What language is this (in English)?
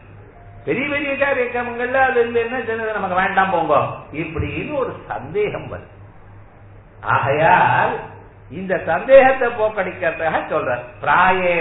Tamil